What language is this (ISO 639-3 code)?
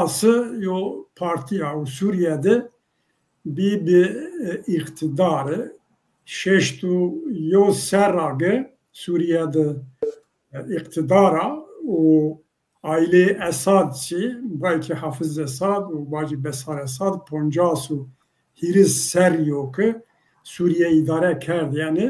zza